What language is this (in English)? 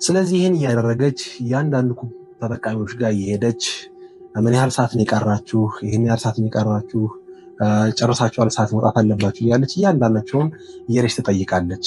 Amharic